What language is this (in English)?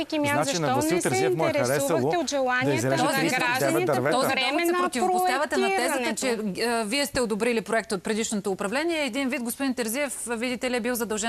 Bulgarian